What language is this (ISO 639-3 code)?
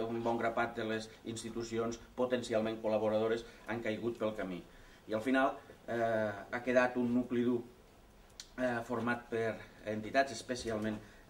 cat